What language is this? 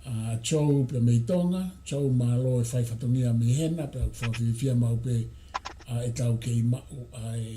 Tongan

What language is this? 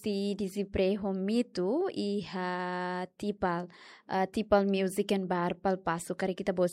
Tetum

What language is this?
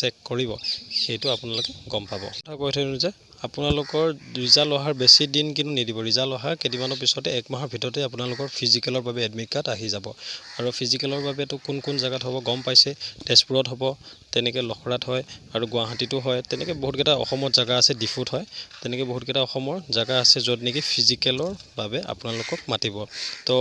Assamese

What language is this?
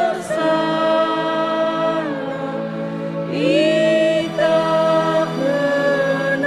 Nias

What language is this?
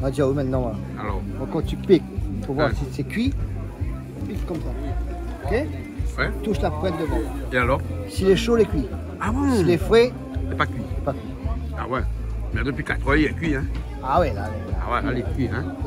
Réunion Creole French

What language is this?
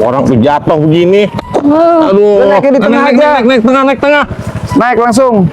Betawi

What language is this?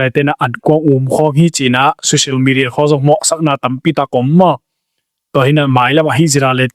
Tedim Chin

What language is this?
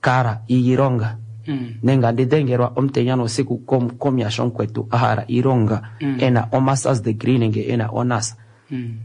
Kuanyama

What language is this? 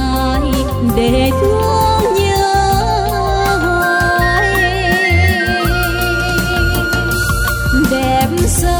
Vietnamese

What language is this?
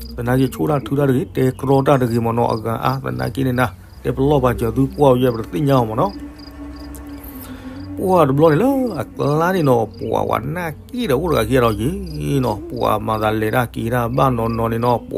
S'gaw Karen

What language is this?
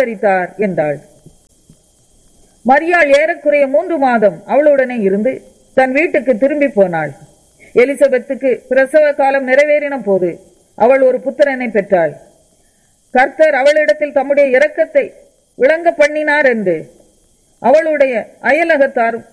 Tamil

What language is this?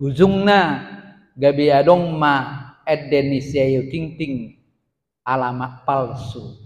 Batak Toba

